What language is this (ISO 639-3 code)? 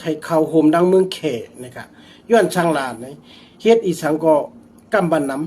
shn